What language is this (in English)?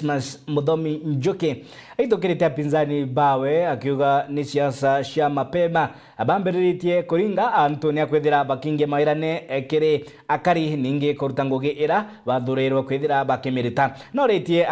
Meru